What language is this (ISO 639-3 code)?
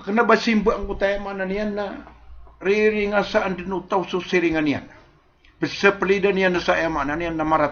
mrw